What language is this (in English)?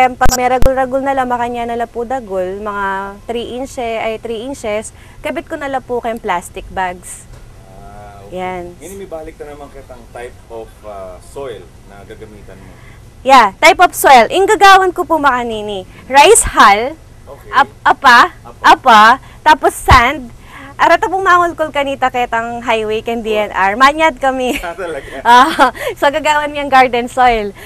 Pampanga